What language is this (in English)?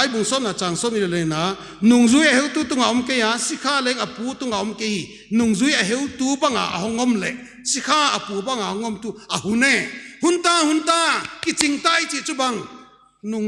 Paite Chin